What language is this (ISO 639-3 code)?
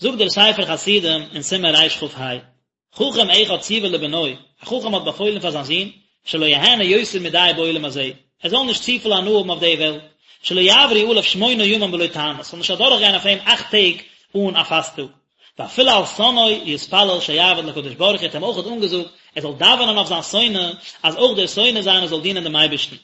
yid